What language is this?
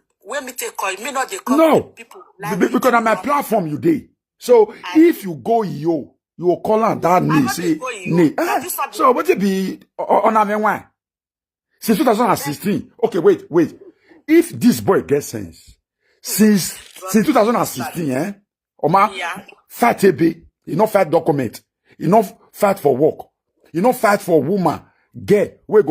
Nigerian Pidgin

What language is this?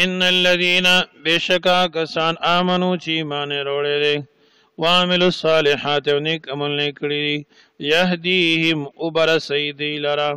Pashto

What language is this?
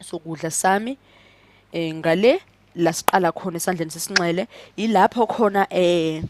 Zulu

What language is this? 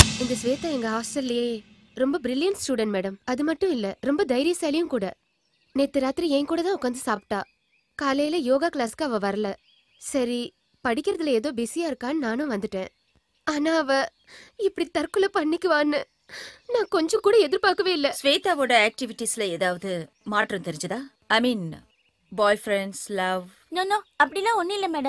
Tamil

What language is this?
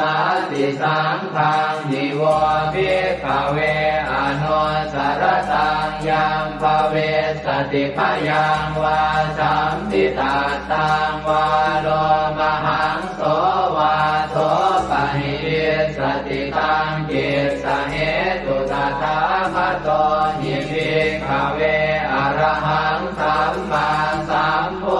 Pali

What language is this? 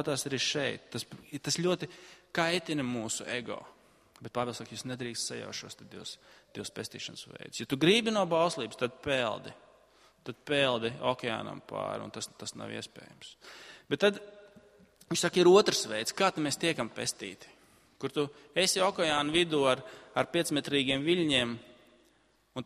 Latvian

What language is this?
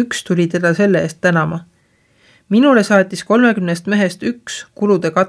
Estonian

